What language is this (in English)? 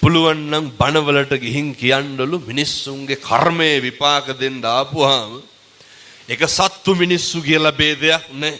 Sinhala